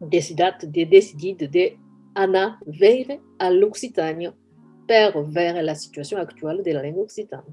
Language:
Occitan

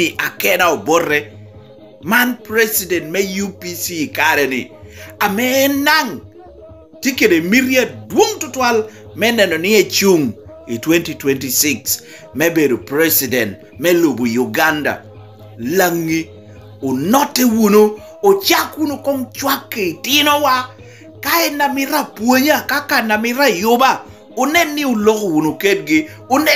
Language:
Lango (Uganda)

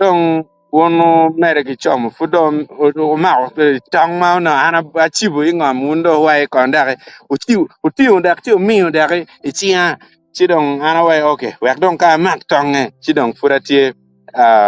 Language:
Acoli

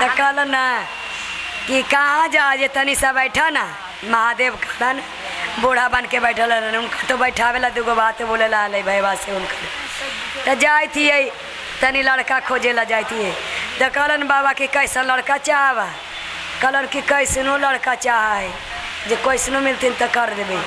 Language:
Magahi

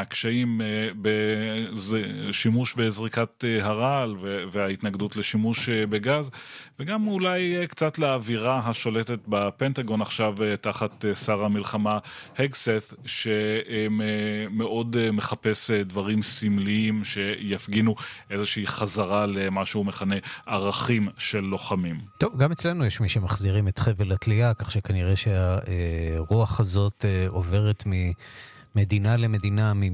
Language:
Hebrew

